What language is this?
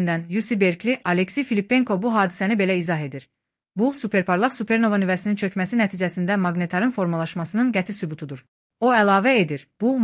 Azerbaijani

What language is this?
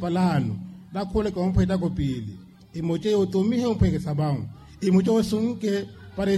Makhuwa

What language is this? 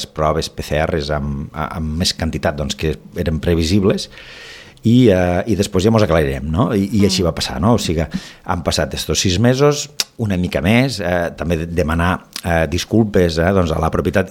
Catalan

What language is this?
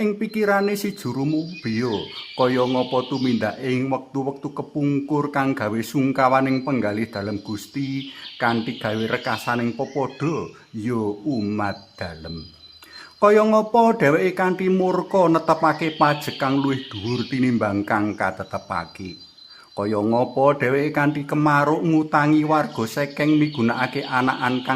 Javanese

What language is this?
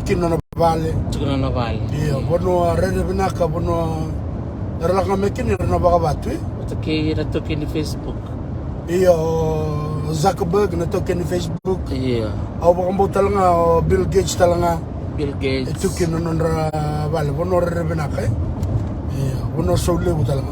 Fijian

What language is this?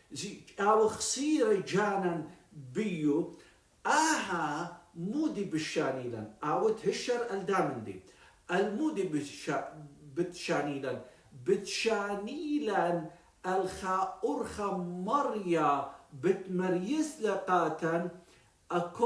Assyrian Neo-Aramaic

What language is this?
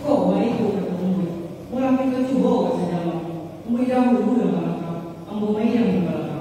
Minangkabau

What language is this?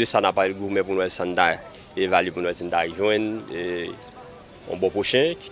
Haitian Creole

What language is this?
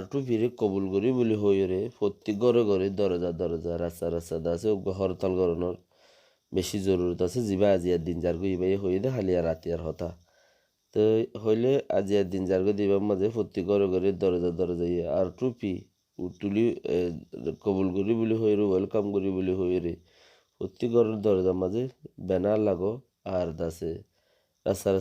Rohingya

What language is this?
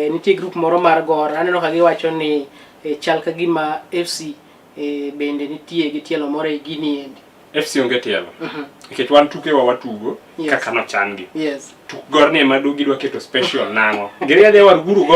Luo (Kenya and Tanzania)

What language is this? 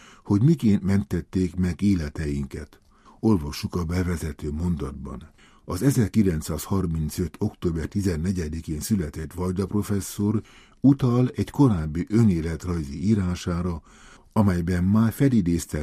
Hungarian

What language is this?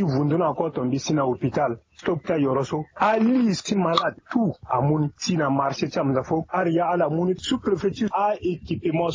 Sango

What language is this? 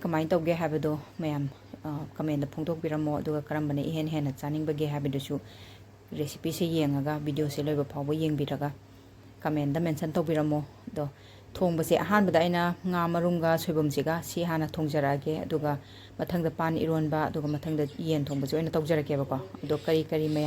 Manipuri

